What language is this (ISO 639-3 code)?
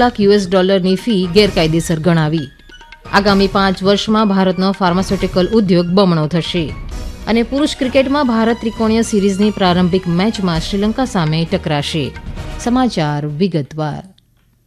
guj